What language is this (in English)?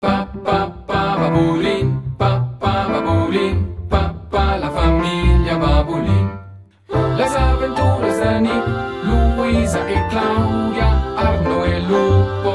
Romansh